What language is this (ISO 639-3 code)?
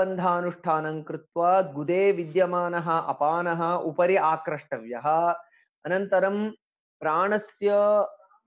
san